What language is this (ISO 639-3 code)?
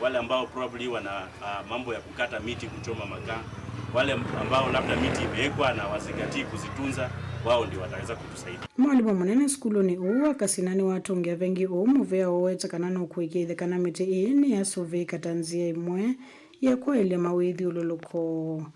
kam